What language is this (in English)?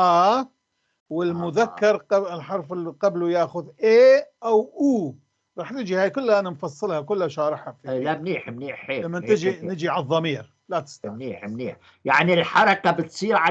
North Levantine Arabic